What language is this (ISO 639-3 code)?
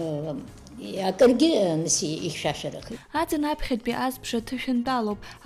abk